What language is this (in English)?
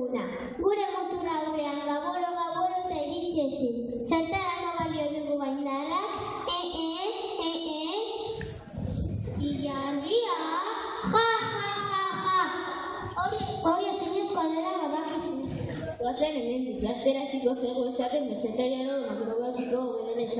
Basque